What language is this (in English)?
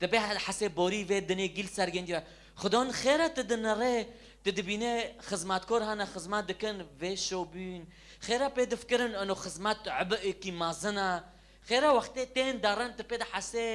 Kurdish